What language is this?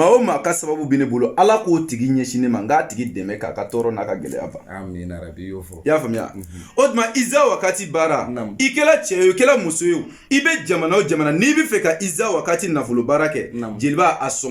Bambara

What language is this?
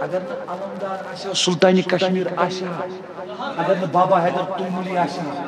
Kashmiri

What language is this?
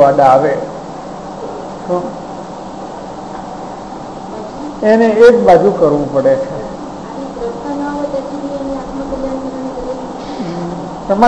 Gujarati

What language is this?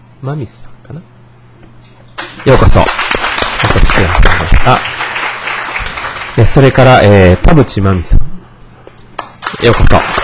Japanese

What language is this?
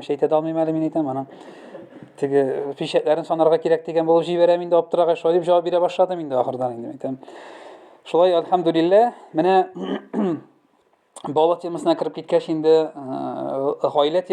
Tatar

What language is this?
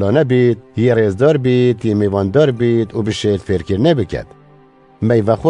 Kurdish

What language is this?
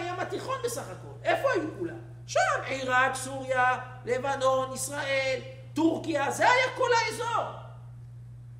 Hebrew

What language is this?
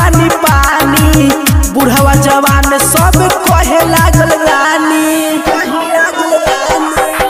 Bhojpuri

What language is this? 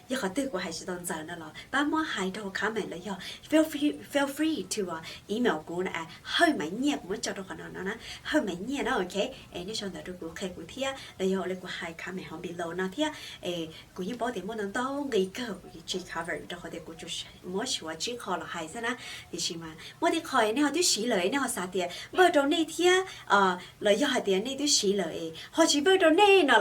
Hmong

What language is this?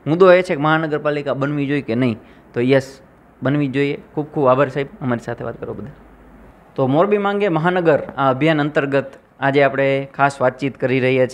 Gujarati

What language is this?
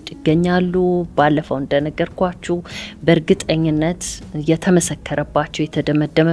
Amharic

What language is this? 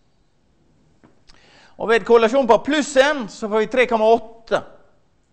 Norwegian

